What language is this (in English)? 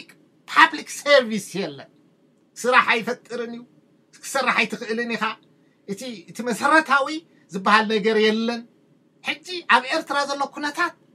Tigrinya